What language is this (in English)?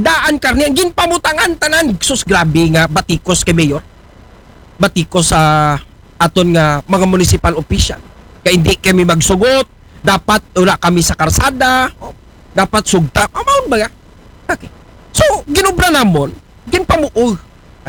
Aklanon